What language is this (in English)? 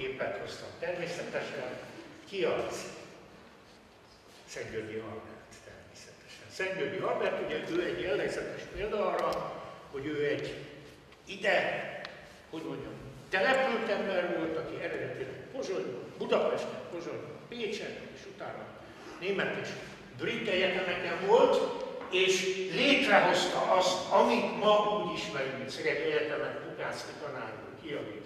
Hungarian